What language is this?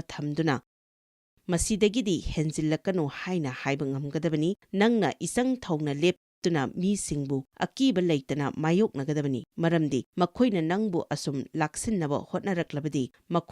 Manipuri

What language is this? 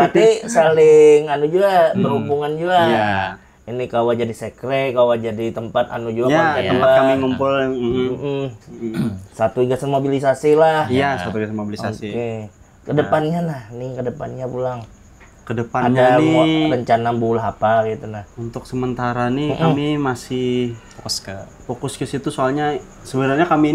Banjar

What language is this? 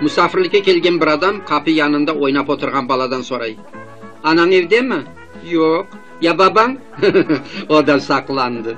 Crimean Tatar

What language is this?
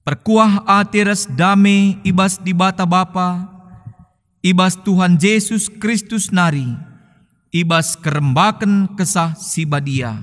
Batak Karo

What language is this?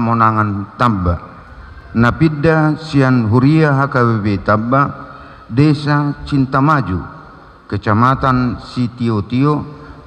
Batak Toba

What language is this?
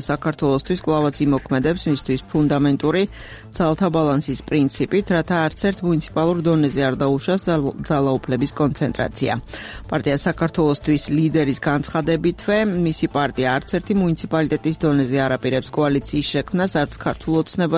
Georgian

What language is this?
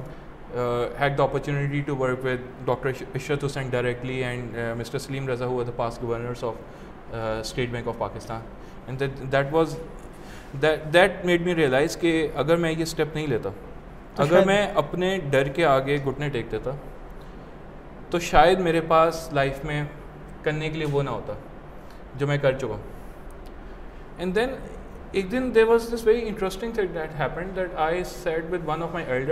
Urdu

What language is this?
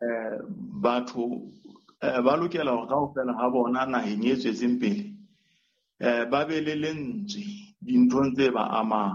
Southern Sotho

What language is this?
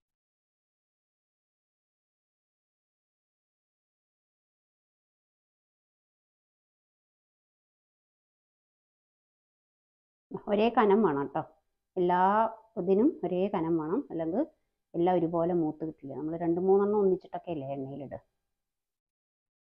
Malayalam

